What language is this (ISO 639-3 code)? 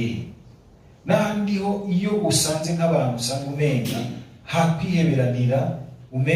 run